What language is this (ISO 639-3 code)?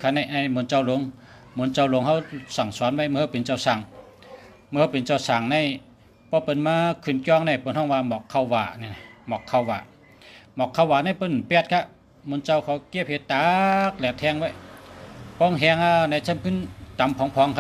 shn